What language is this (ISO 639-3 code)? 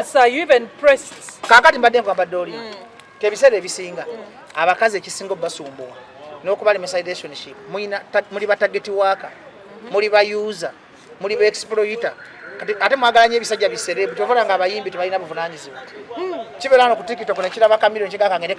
lug